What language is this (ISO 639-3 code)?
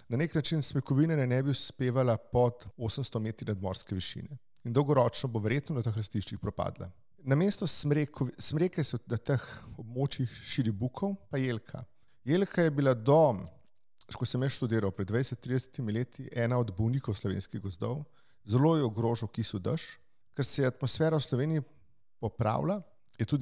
slv